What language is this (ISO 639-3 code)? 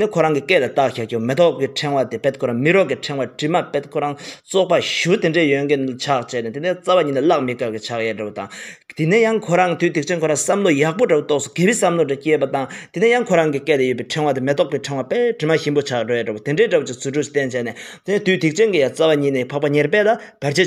bod